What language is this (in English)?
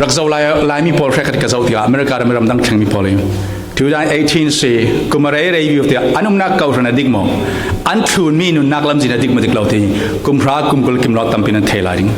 Falam Chin